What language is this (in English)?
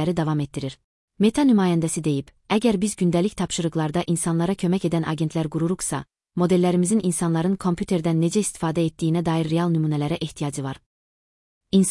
Azerbaijani